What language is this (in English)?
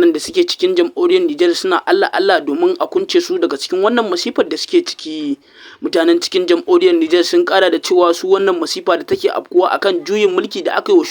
Hausa